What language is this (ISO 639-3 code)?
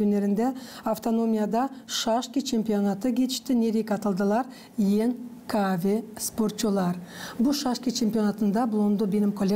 gag